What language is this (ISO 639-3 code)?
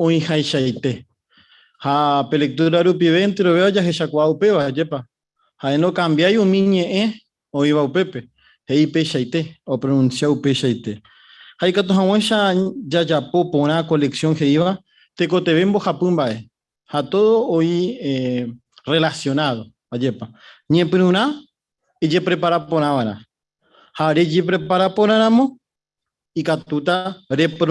grn